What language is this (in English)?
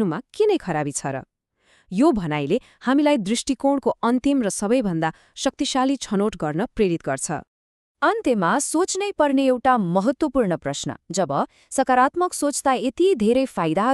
Nepali